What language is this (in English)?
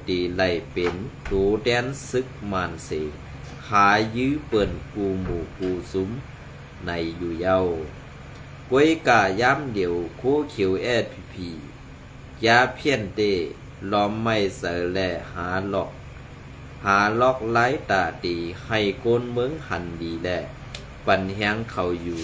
Shan